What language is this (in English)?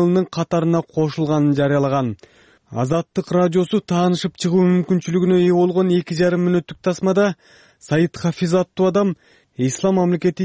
Kyrgyz